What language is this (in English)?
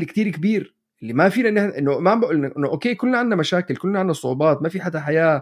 North Levantine Arabic